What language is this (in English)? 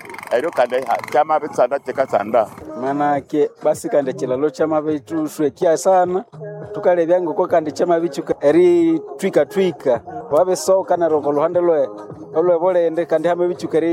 Nande